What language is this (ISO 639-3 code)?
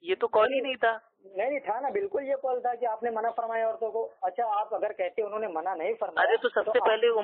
urd